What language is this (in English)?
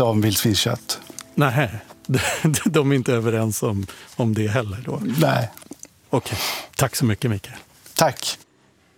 Swedish